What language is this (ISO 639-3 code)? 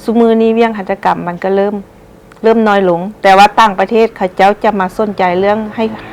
lao